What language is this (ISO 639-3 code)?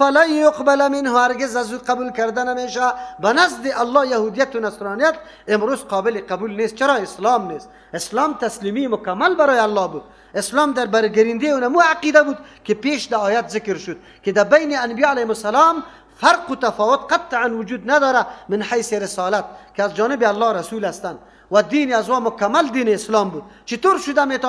fas